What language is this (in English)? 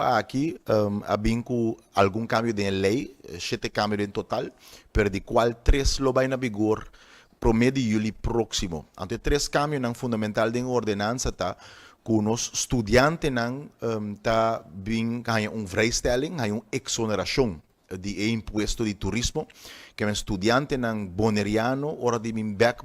Papiamento